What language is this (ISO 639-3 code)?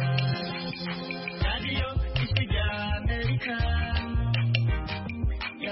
kin